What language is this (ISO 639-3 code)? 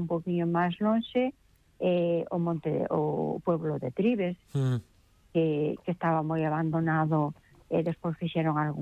glg